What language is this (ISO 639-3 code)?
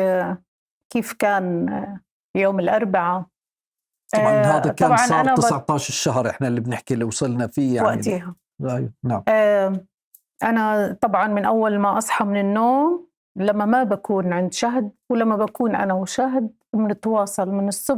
apc